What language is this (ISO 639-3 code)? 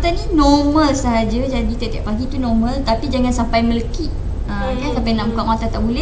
msa